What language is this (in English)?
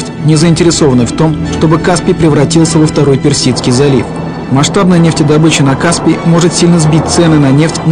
Russian